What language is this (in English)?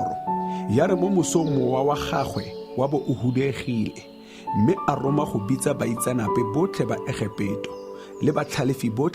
Tswana